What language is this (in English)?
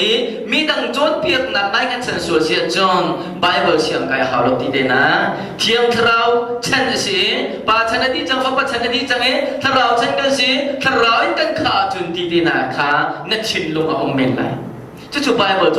Hakha Chin